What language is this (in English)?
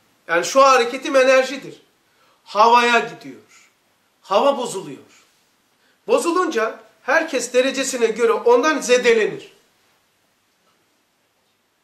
Turkish